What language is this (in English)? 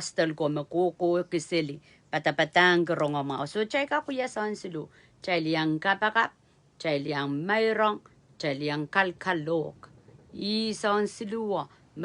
Pohnpeian